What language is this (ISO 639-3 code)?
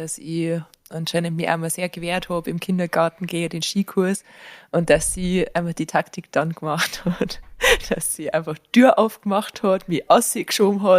bar